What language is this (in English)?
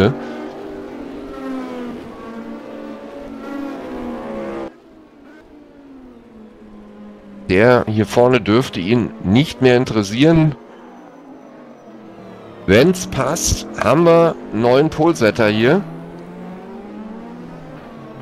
German